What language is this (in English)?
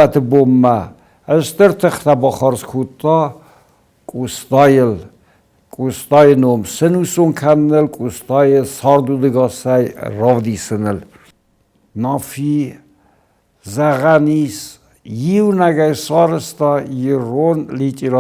Ossetic